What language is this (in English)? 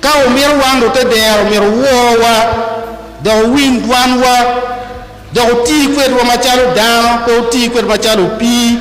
Acoli